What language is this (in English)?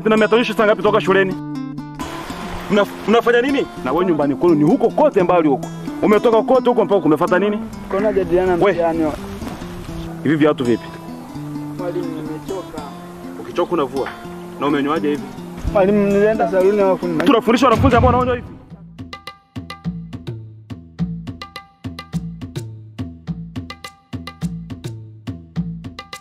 Swahili